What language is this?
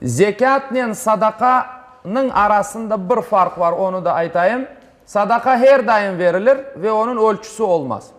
Crimean Tatar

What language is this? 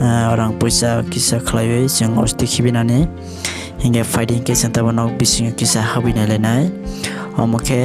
Kok Borok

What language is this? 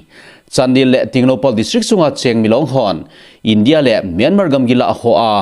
Thado Chin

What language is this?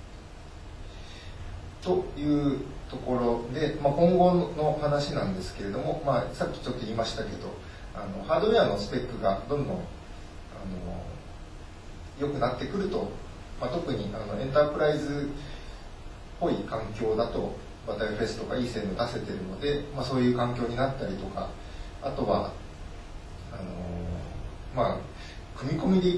Japanese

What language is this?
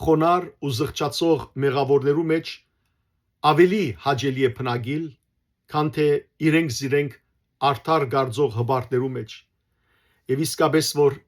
Western Armenian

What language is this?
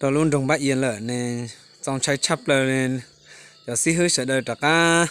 Hmong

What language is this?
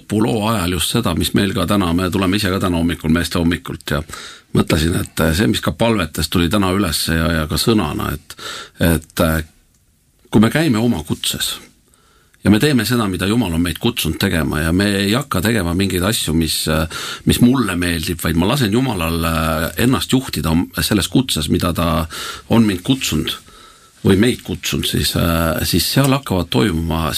Estonian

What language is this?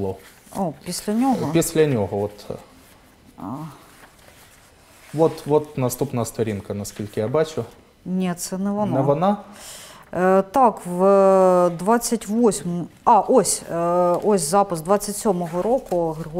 Ukrainian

